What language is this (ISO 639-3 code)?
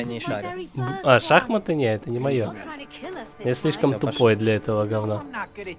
rus